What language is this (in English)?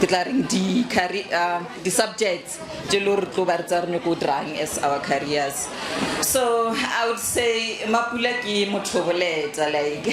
Northern Sotho